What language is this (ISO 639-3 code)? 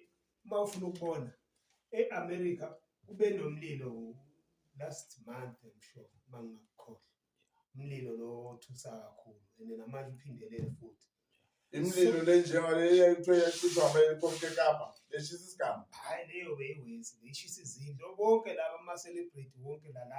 zul